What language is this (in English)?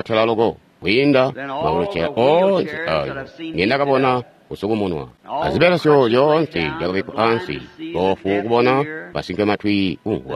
Tonga (Zambia)